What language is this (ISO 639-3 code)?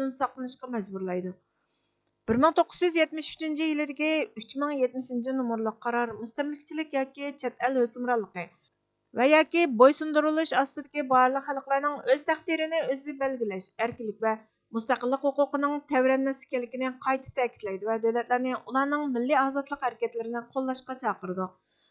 uig